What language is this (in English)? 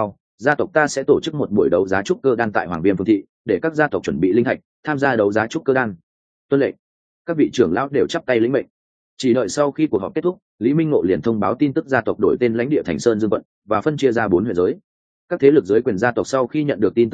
Vietnamese